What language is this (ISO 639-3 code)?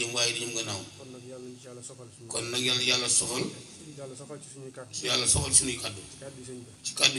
wol